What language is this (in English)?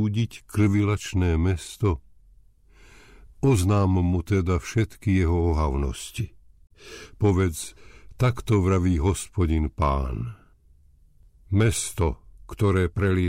Slovak